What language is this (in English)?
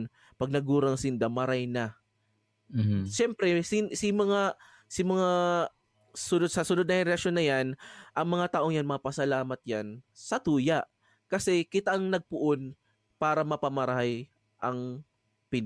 Bikol